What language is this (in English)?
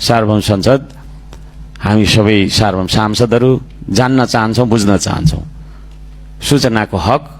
Nepali